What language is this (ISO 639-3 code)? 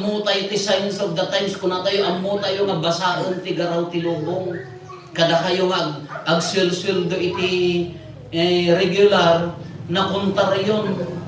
ilo